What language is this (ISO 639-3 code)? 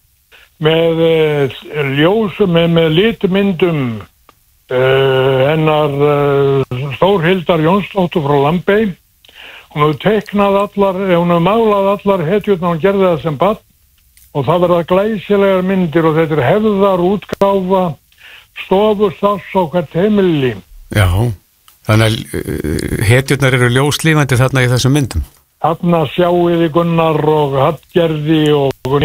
isl